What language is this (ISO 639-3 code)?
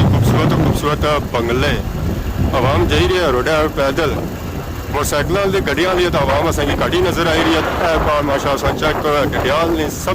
phr